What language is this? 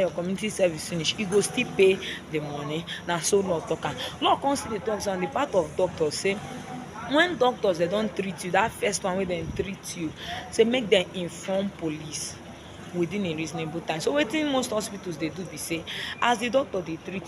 Nigerian Pidgin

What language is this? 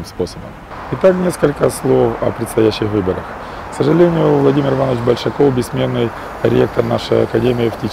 Russian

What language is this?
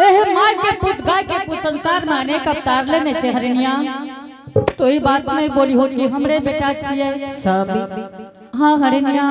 Angika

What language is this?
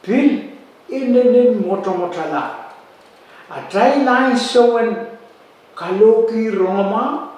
Pohnpeian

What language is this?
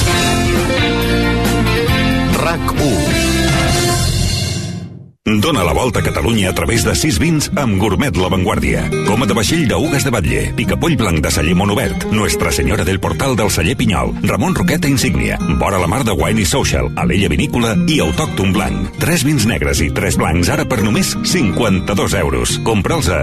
Catalan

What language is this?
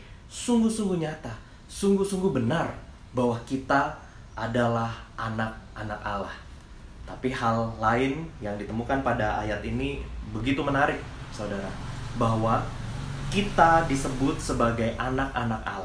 Indonesian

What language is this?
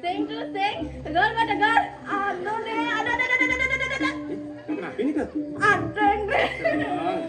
Balinese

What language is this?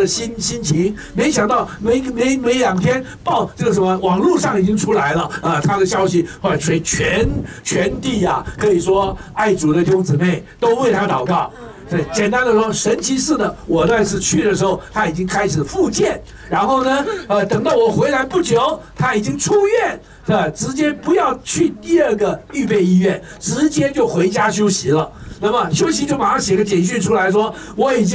Chinese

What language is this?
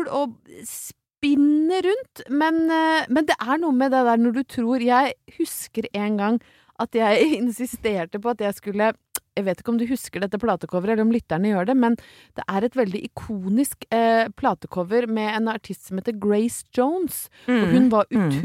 Norwegian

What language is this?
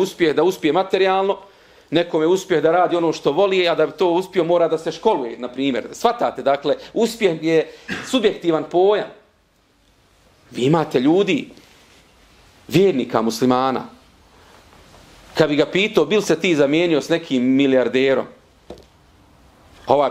Bosnian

